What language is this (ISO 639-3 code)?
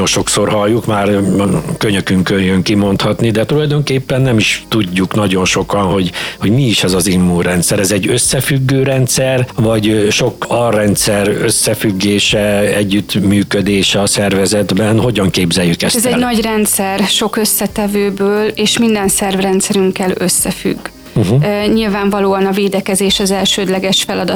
hun